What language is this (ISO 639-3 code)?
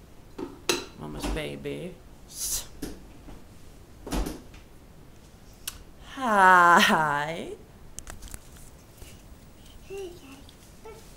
swe